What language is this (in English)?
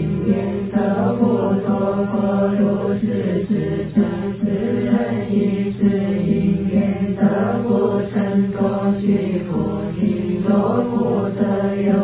Chinese